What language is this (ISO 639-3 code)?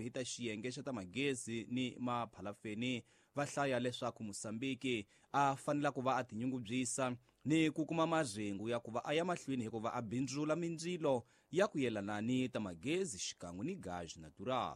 tso